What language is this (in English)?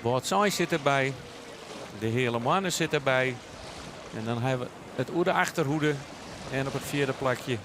Western Frisian